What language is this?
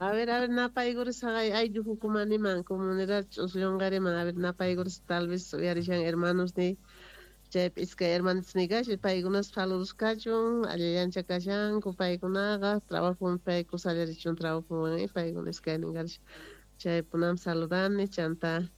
South Bolivian Quechua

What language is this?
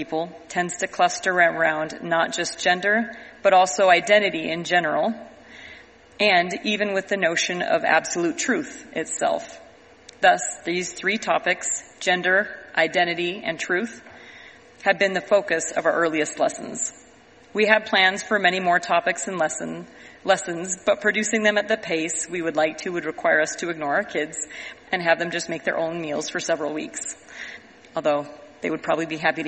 English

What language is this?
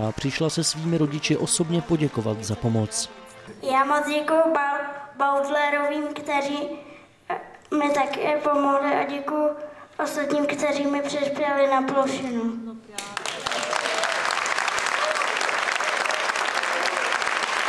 Czech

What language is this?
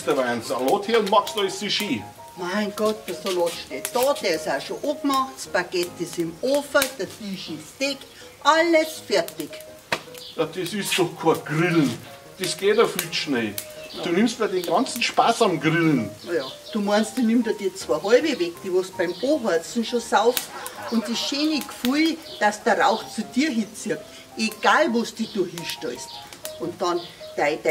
Bavarian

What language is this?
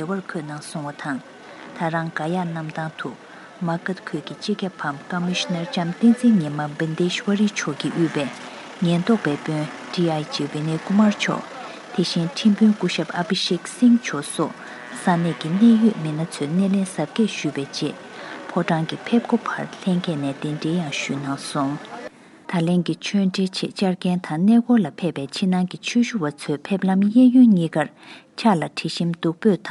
Tibetan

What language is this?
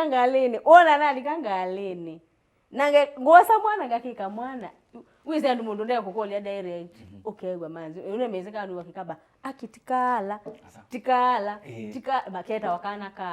Kamba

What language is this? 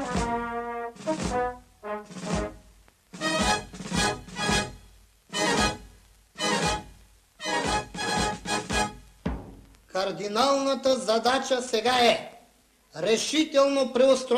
Bulgarian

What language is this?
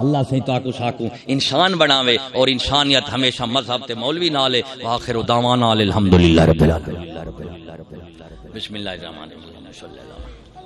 Saraiki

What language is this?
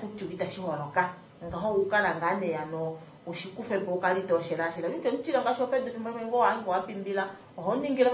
Kuanyama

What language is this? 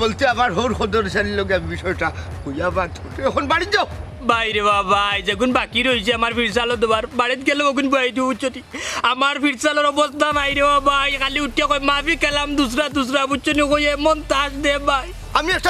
Sylheti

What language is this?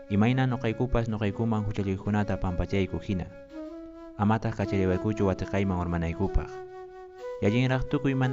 Quechua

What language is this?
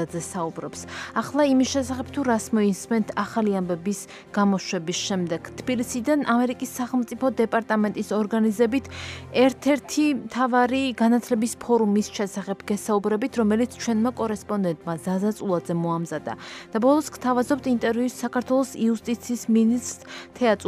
Georgian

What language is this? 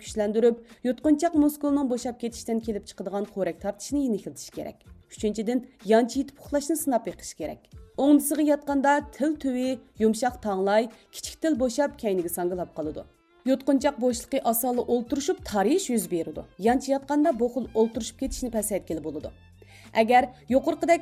Uyghur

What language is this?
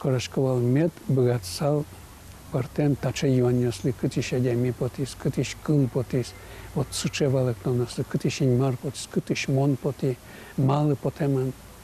Udmurt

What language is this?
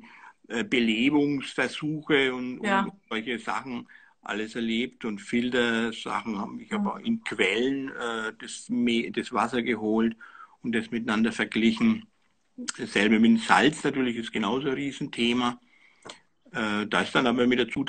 German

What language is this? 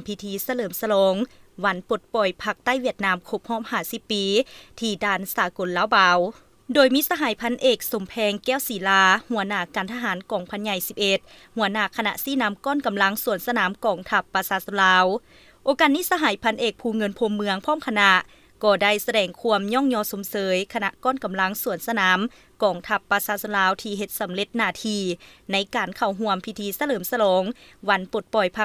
Lao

